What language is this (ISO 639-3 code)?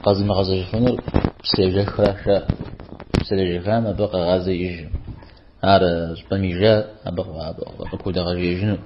kbd